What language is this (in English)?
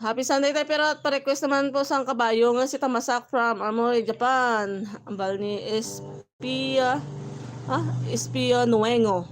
Hiligaynon